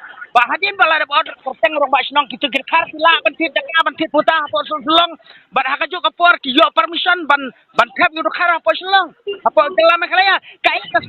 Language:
Khasi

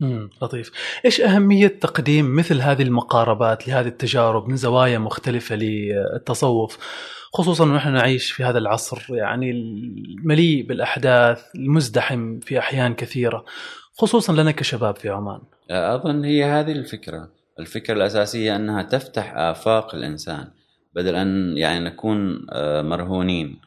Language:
Gulf Arabic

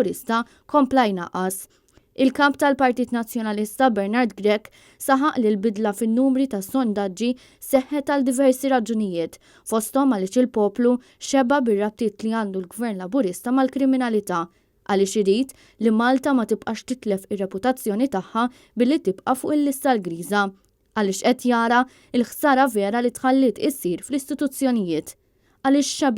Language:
Maltese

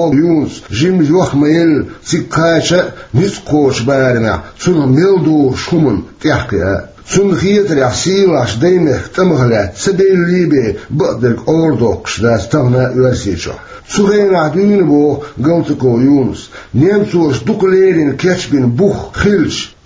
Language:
Chechen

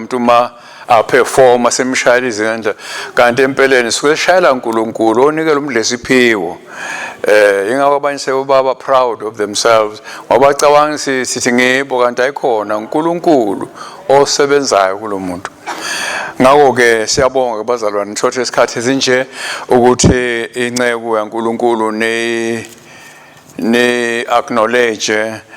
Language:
Swati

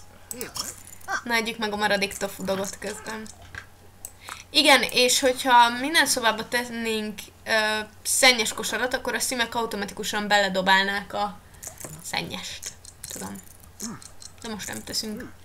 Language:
Hungarian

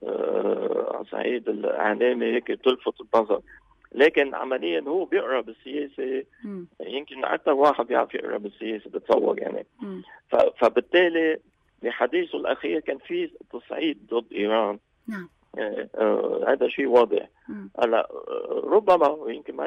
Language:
North Levantine Arabic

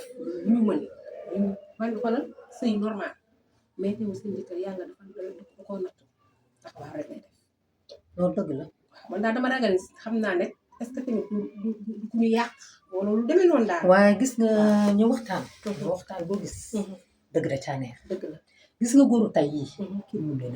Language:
Wolof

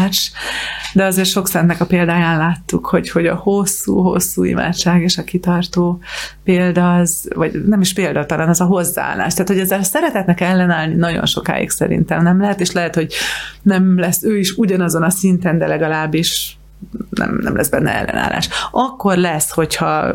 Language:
Hungarian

